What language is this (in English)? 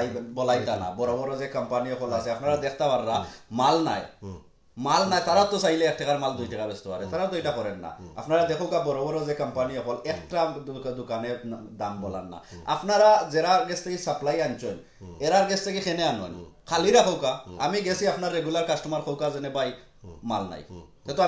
Sylheti